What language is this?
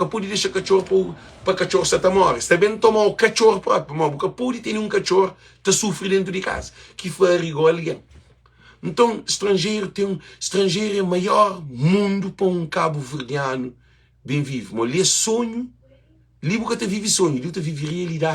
Kabuverdianu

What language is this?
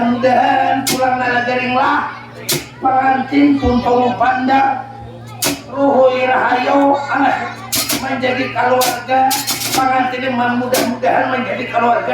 Banjar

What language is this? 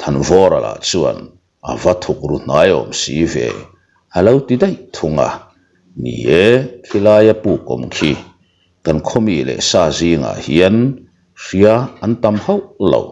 Mizo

